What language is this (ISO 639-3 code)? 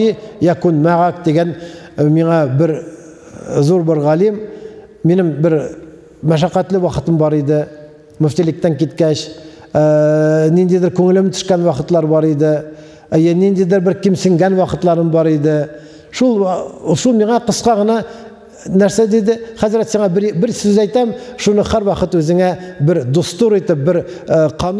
tat